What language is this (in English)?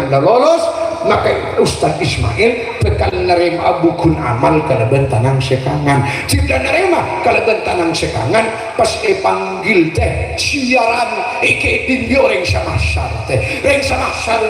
Madurese